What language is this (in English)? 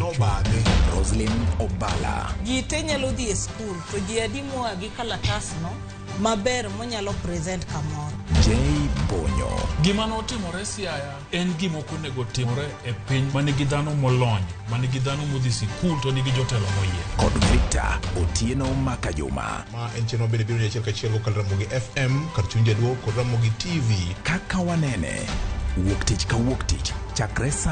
Luo (Kenya and Tanzania)